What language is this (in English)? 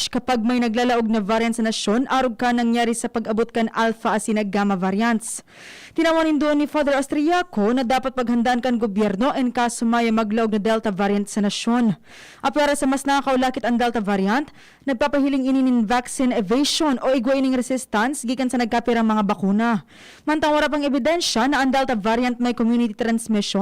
Bikol